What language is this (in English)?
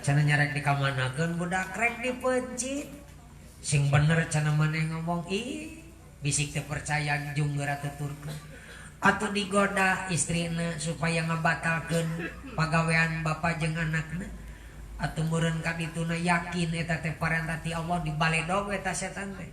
Sundanese